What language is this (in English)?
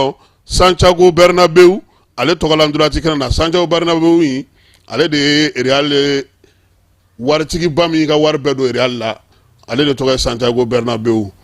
Bambara